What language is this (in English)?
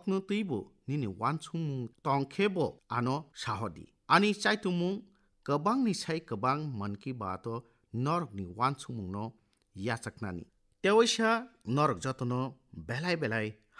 Kok Borok